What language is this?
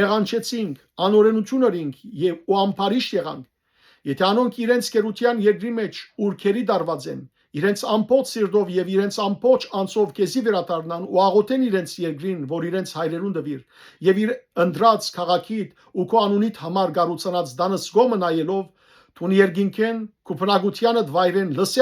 Western Armenian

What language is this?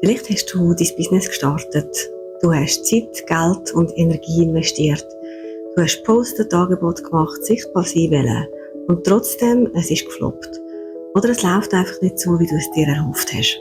Swiss German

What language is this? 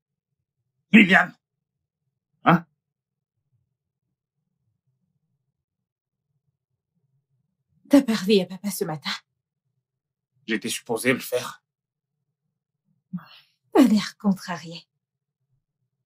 French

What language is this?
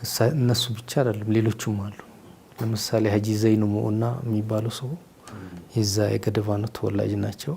Amharic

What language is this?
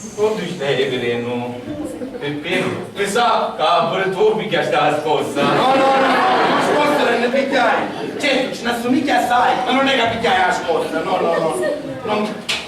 Sicilian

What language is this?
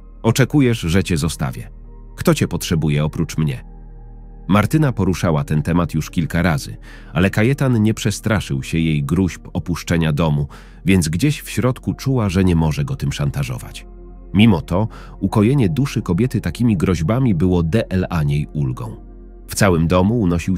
Polish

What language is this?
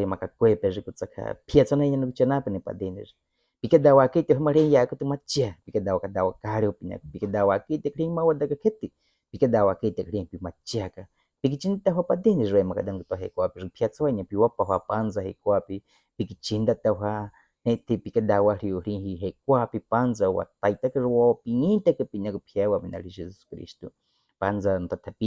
Baniwa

